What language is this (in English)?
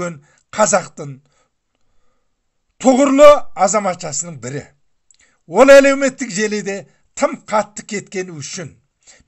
Kazakh